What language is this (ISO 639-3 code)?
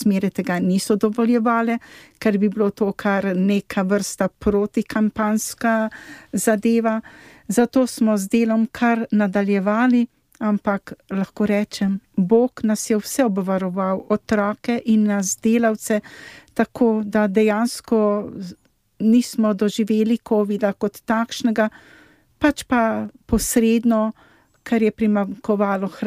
slv